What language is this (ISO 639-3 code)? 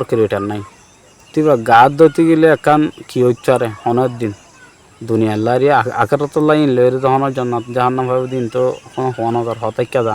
rhg